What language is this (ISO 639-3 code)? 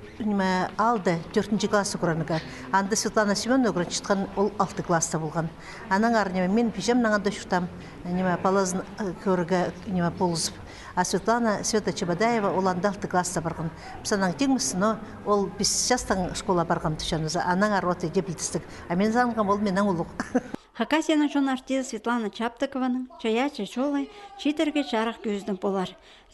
kjh